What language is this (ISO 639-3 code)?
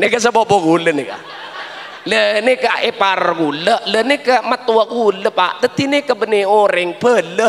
mad